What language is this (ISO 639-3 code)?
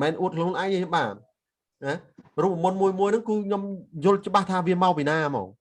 khm